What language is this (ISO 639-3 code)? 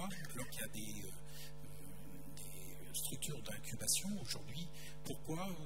fra